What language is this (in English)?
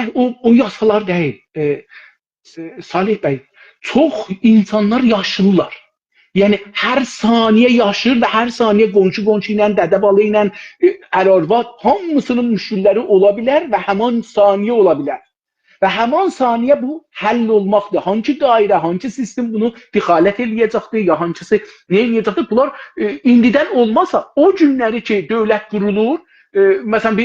South Azerbaijani